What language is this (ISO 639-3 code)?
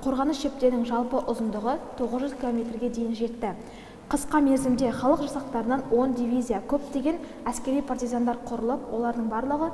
kaz